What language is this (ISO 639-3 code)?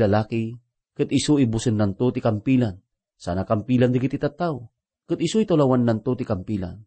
ilo